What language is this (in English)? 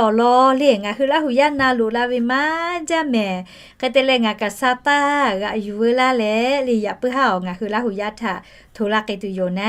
Lahu